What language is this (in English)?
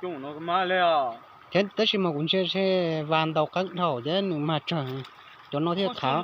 Hmong